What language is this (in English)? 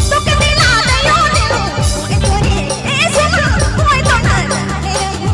Sadri